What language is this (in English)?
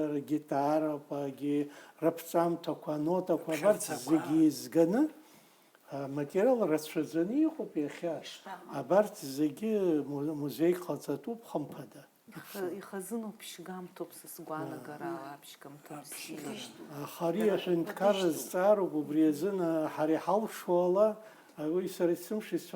Abkhazian